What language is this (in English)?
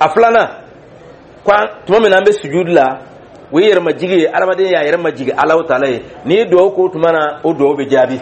Dyula